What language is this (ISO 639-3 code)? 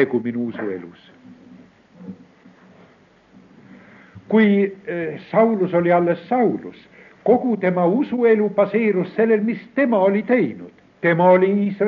est